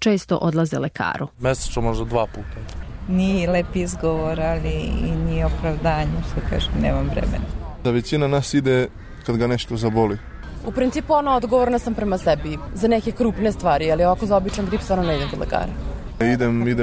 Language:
Serbian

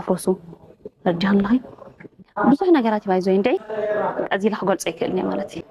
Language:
Tigrinya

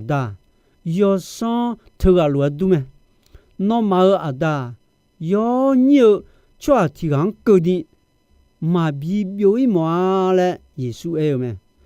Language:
Akha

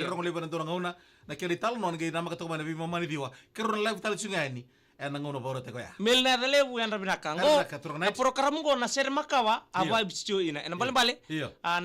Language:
Fijian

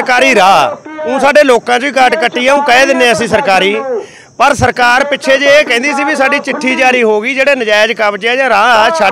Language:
Punjabi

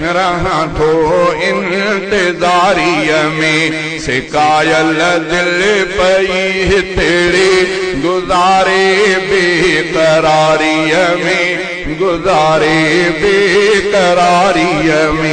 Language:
Sindhi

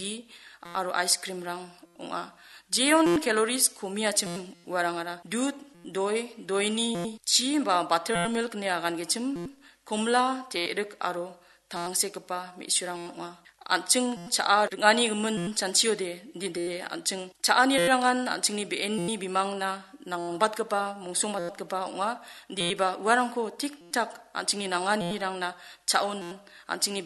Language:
Garo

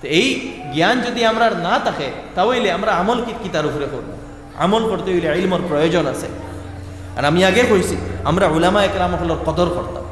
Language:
Sylheti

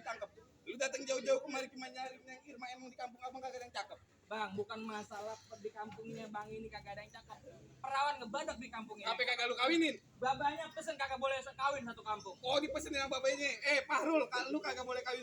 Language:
Betawi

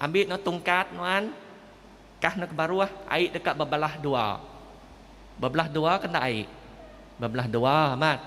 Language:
Iban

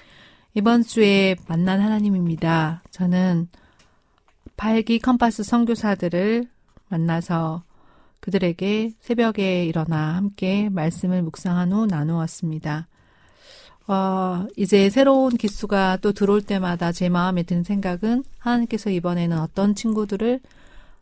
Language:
Korean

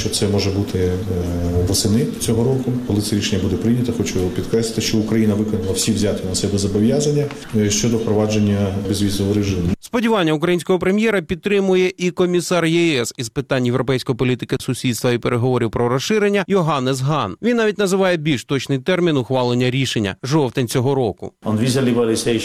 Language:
Ukrainian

